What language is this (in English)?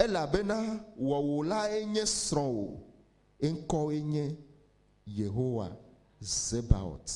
Ewe